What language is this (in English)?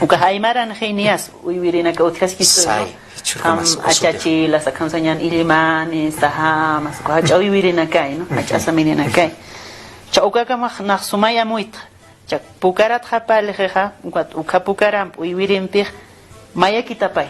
Aymara